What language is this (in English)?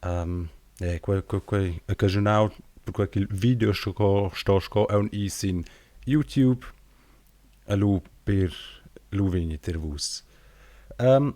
Romansh